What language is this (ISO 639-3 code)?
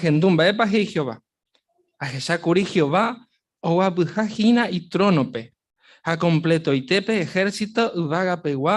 grn